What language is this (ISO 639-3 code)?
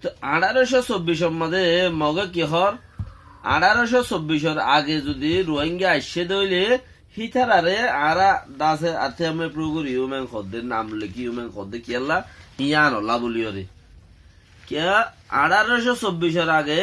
rhg